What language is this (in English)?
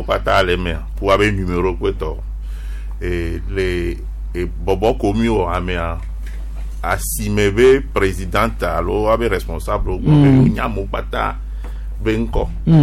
Gen